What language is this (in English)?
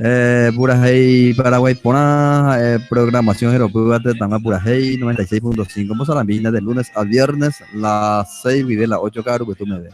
Guarani